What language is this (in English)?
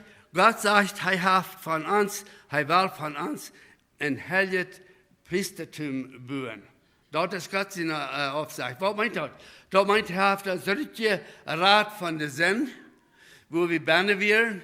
Plautdietsch